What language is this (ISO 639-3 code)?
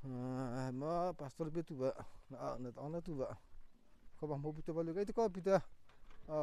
mrh